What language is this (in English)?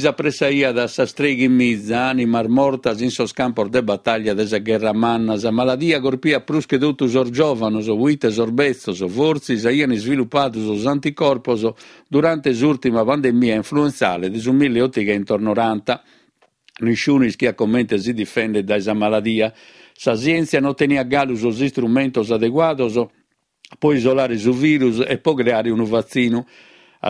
Sardinian